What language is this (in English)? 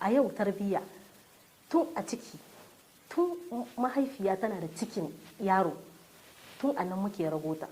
Hausa